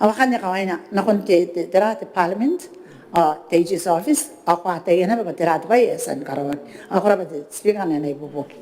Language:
Gilbertese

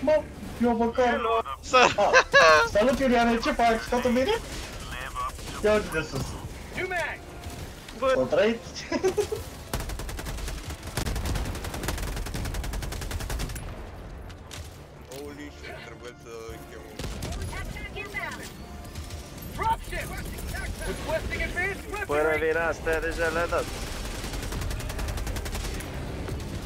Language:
Romanian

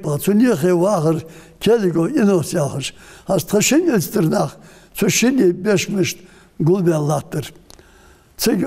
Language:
Ingush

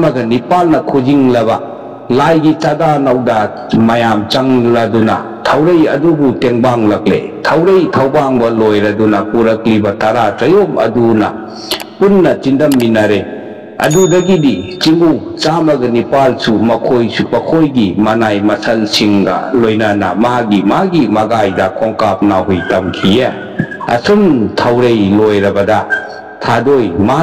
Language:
Manipuri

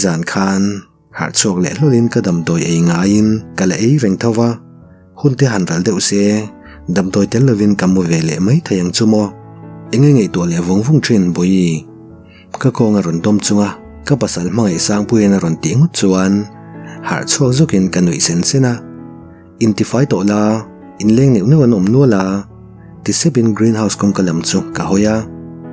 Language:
Mizo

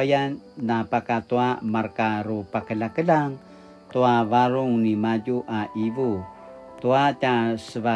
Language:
Paiwan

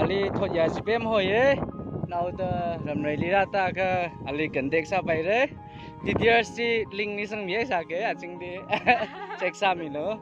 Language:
Tangkhul Naga (India)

